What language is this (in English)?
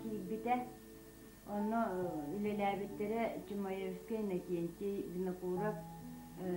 Yakut